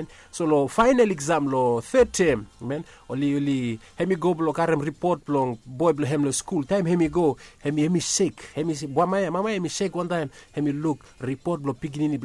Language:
Bislama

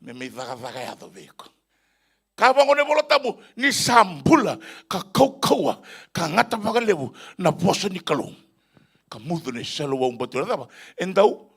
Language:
Fijian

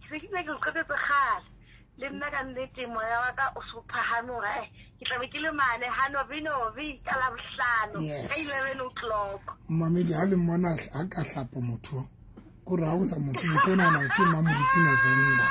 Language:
Southern Sotho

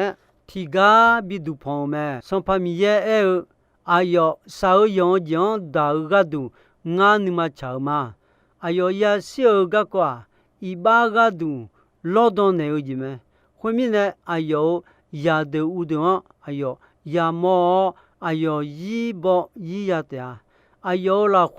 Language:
Akha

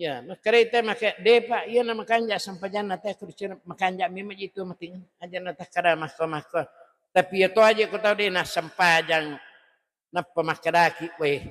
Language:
Buginese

